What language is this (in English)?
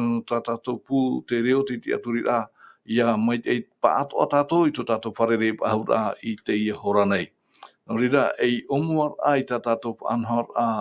Tahitian